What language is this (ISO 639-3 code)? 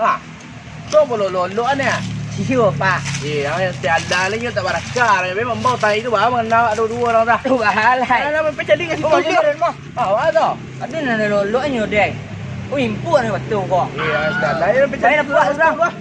min